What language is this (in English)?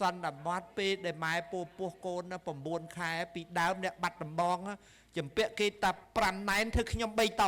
Khmer